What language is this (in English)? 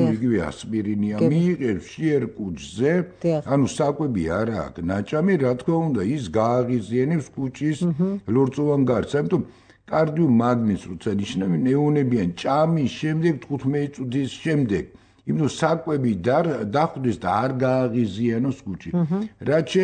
Georgian